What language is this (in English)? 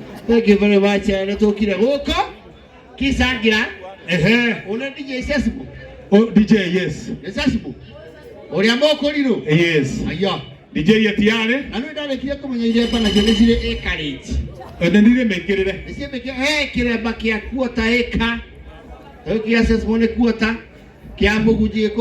Kikuyu